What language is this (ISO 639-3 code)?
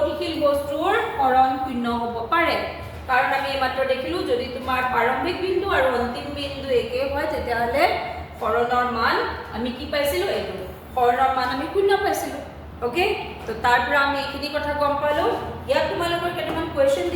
asm